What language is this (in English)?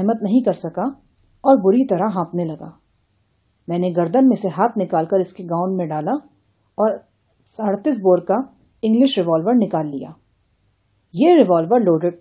Urdu